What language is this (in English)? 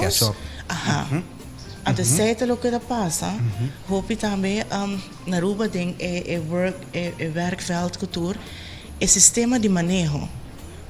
Papiamento